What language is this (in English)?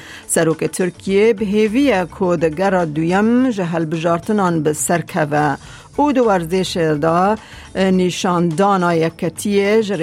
Kurdish